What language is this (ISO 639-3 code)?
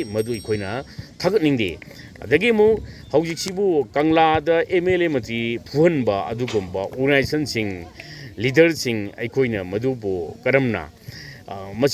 mni